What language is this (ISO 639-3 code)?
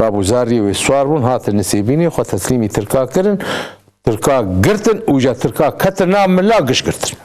kur